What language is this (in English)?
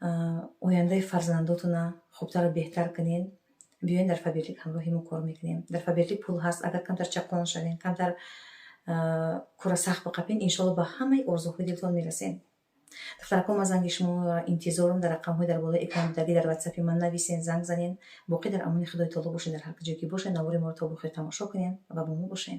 Tajik